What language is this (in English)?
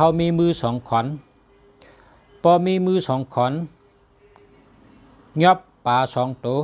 Shan